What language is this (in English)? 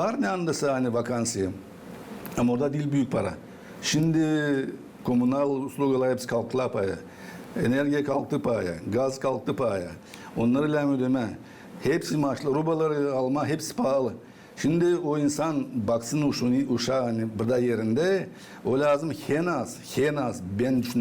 Gagauz